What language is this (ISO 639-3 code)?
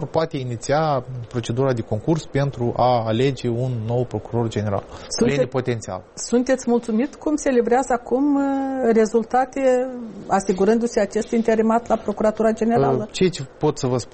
ron